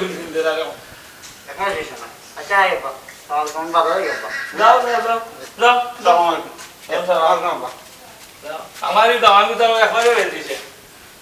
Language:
Sylheti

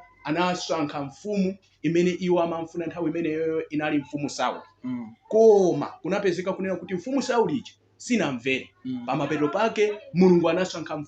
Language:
Nyanja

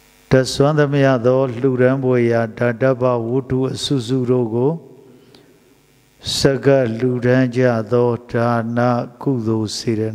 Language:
Burmese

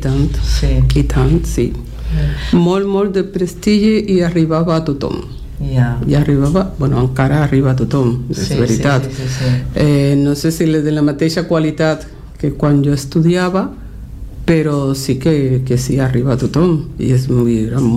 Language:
Catalan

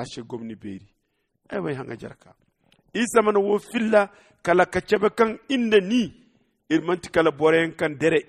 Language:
Zarma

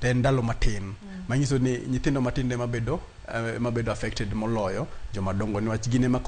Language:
Luo (Kenya and Tanzania)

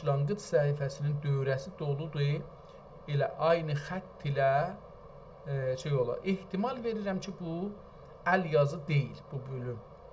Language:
South Azerbaijani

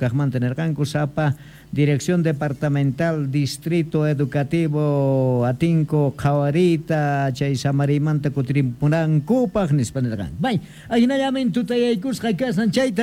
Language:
South Bolivian Quechua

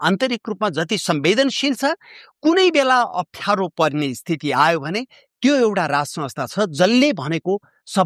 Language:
Nepali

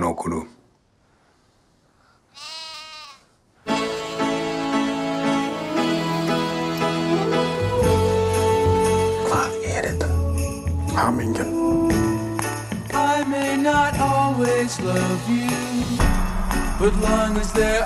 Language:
Icelandic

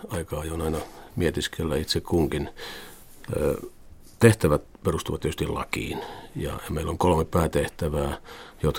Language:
Finnish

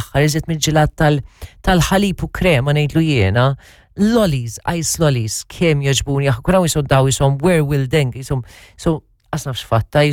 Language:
Maltese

